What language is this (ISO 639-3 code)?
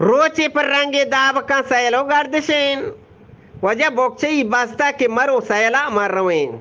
bgp